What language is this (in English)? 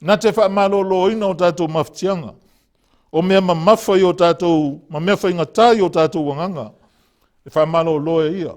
Samoan